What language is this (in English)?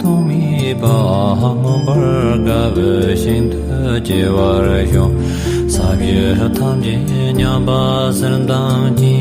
Tibetan